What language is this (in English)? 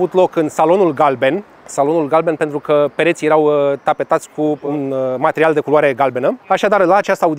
Romanian